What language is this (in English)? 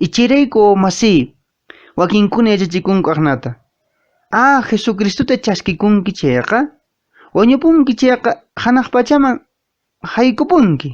Quechua